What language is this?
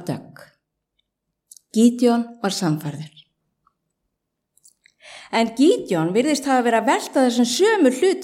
Icelandic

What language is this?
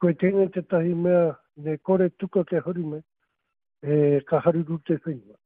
Māori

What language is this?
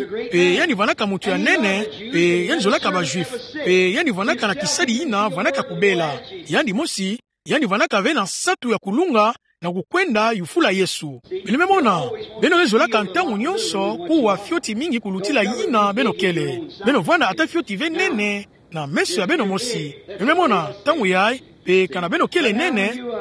Kituba (Democratic Republic of Congo)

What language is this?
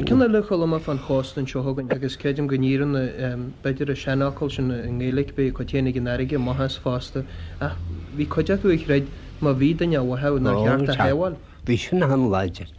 Irish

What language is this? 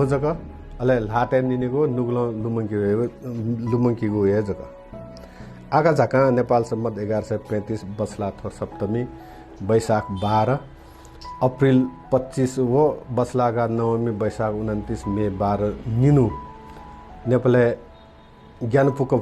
Newari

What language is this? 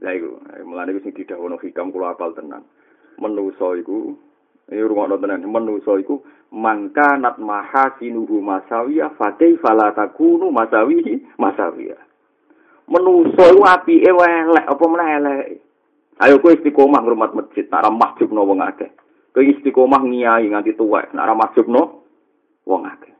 Javanese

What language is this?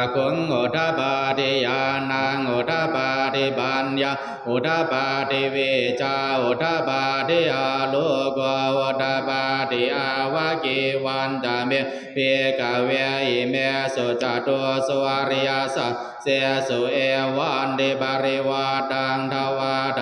Pali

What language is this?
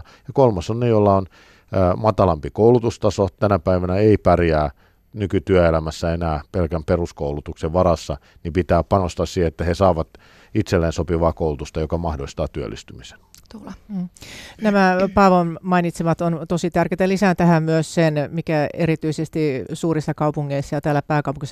Finnish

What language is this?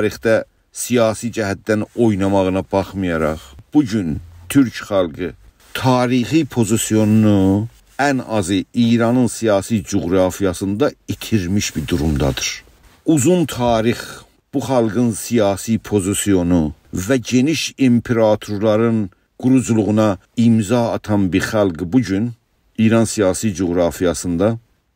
South Azerbaijani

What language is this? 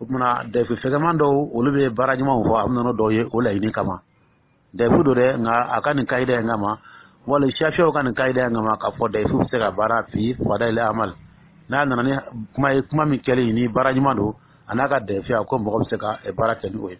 Dyula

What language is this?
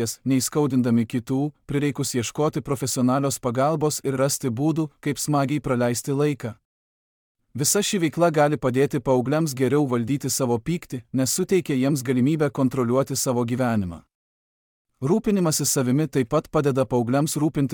Lithuanian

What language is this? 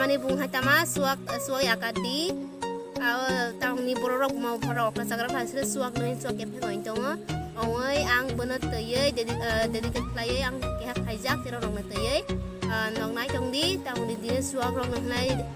Kok Borok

